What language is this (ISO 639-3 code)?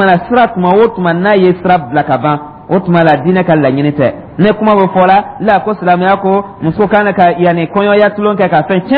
dyu